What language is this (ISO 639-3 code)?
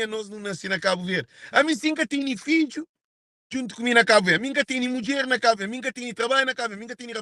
kea